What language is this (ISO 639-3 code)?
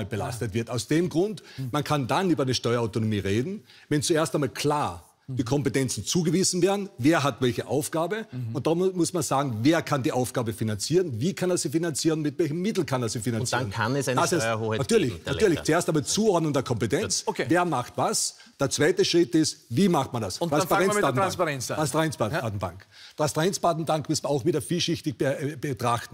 deu